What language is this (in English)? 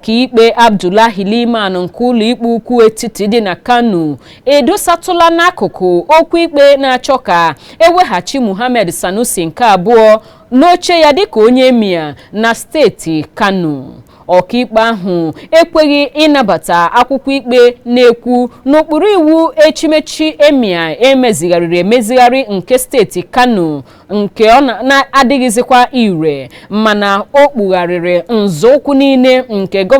Igbo